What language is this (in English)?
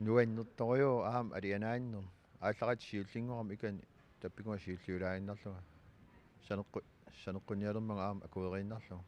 Kalaallisut